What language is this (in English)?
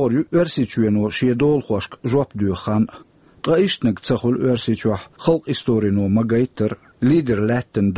Chechen